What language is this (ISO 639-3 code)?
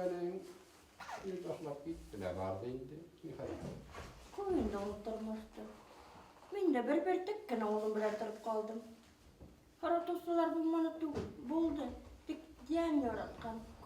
bak